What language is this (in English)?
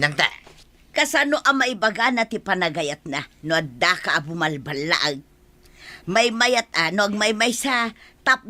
Iloko